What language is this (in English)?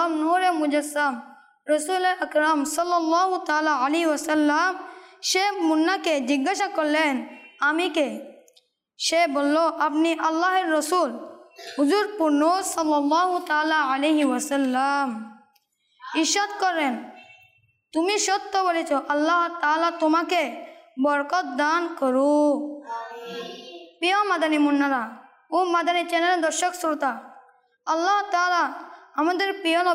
Bangla